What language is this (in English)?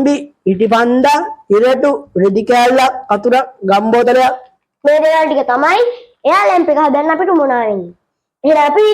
Sinhala